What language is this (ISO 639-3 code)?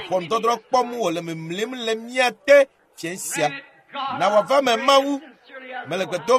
ewe